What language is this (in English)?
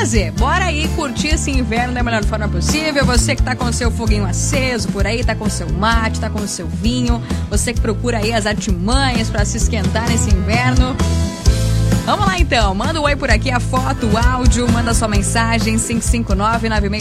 Portuguese